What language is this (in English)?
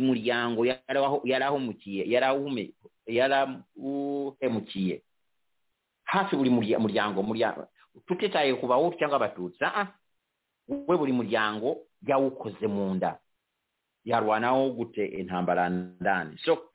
Kinyarwanda